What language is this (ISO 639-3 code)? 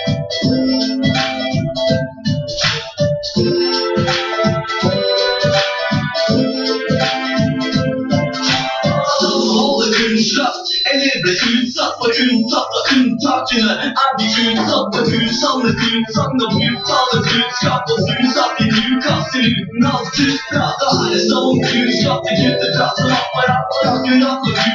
nor